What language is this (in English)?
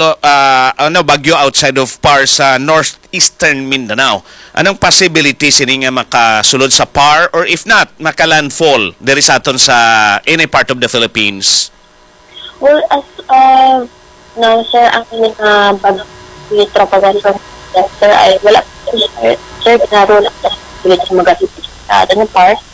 Hiligaynon